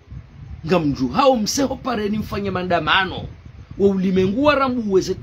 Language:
Ngazidja Comorian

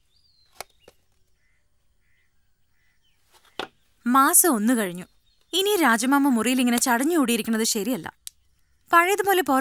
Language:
Malayalam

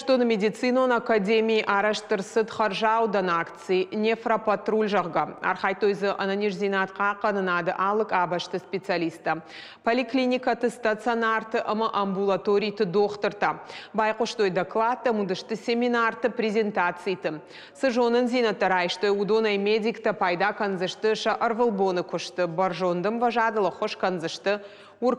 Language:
Ossetic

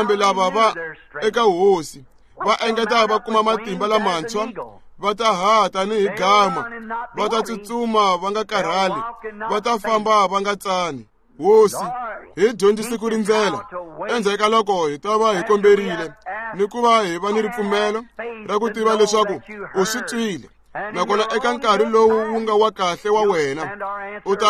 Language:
Tsonga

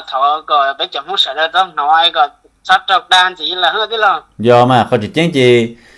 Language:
Hmong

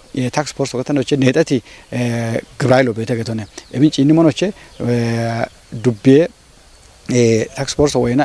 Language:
Kafa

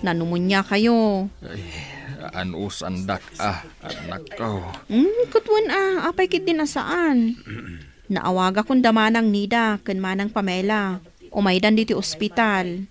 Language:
Iloko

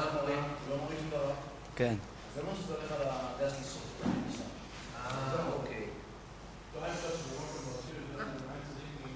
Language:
Hebrew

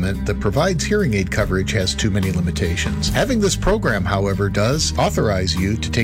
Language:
English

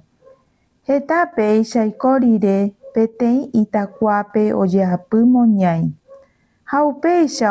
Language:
Guarani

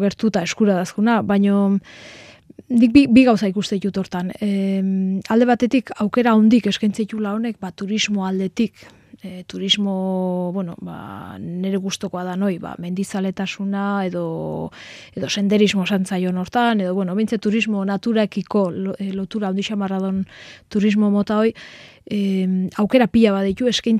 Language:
Basque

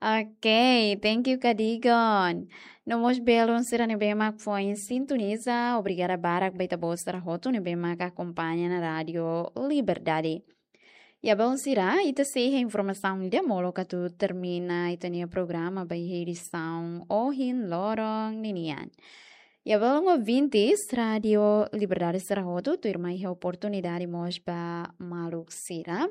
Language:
Tetum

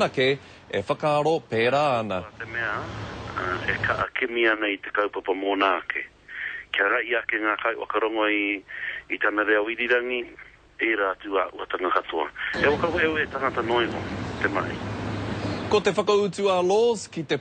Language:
Māori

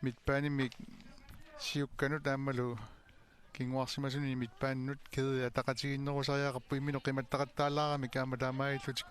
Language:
Kalaallisut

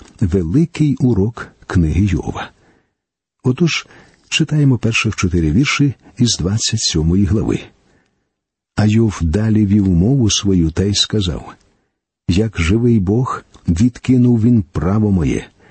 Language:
Ukrainian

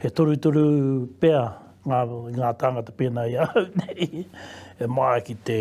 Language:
Māori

